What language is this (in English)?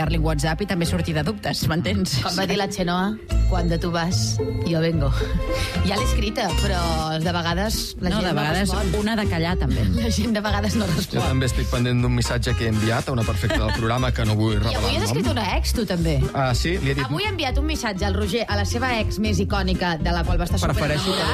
Catalan